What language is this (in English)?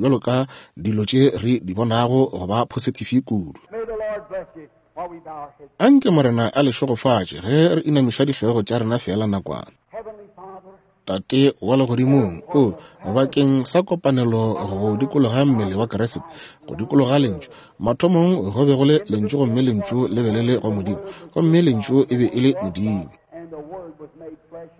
Northern Sotho